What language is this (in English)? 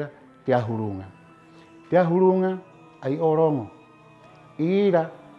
Rapanui